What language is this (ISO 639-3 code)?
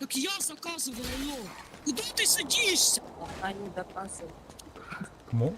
kaa